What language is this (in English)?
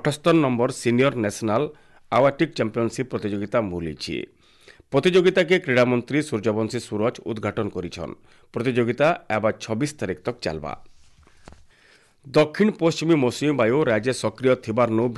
Odia